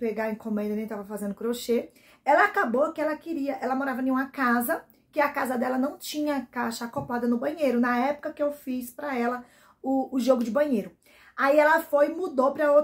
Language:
Portuguese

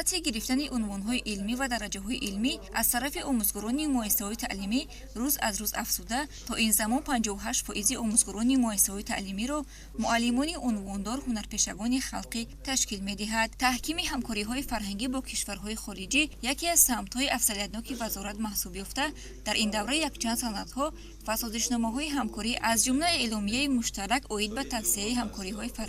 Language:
Tajik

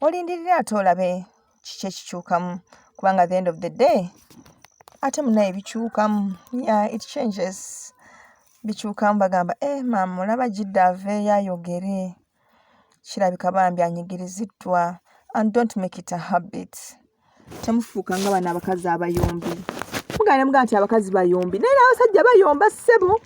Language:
Ganda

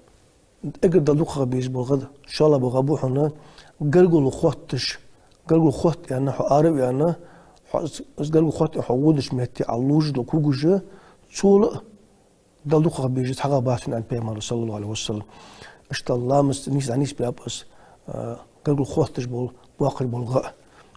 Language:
Ingush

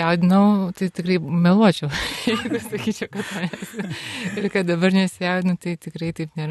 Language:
Lithuanian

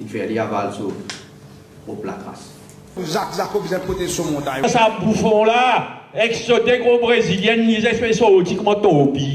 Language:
Morisyen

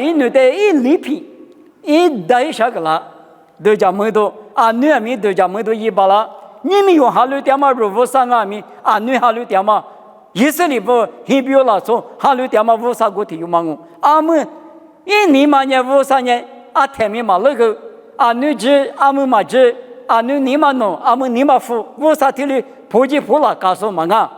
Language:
Lisu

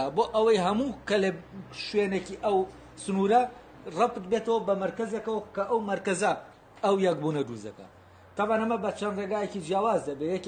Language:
Central Kurdish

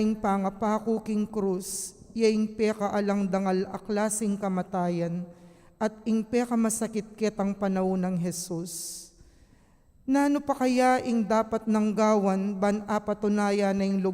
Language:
Pampanga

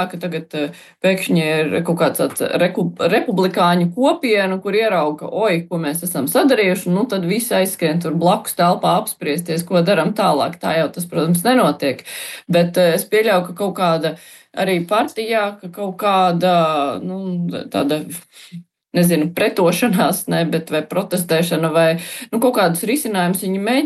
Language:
Latvian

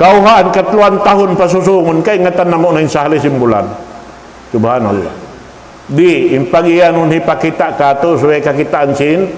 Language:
Tausug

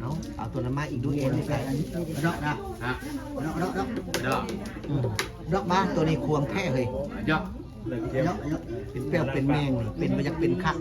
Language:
Northeastern Thai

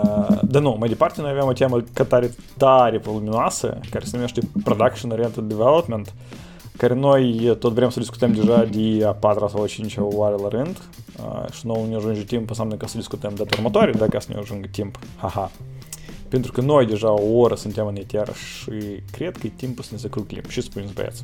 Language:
Romanian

